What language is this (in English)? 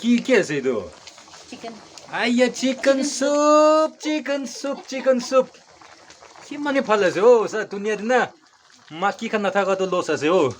Naga Pidgin